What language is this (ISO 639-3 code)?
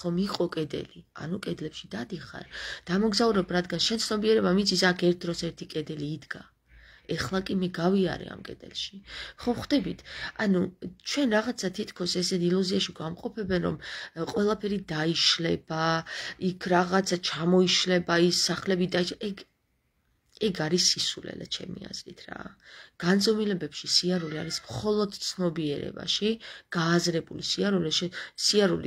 kat